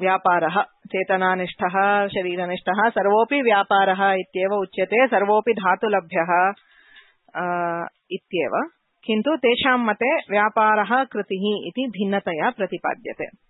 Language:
Sanskrit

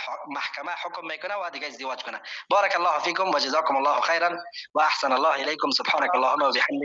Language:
Persian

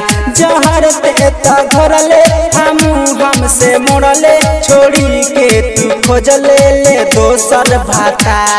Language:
Bhojpuri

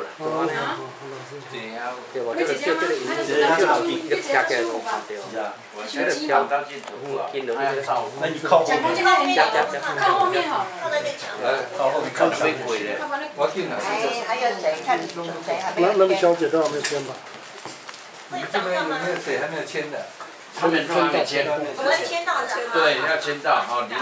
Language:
Chinese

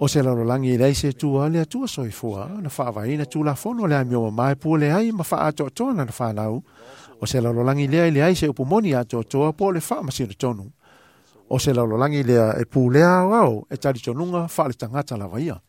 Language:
Samoan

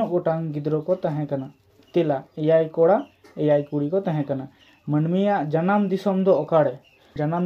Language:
Santali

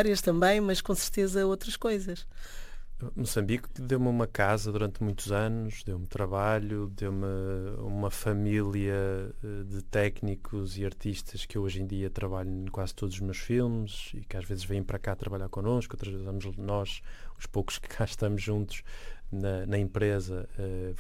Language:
Portuguese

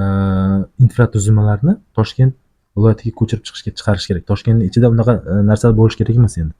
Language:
Uzbek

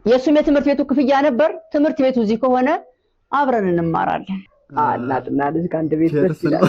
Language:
Amharic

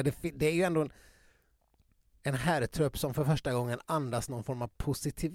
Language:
Swedish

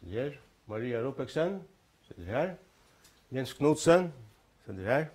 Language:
Faroese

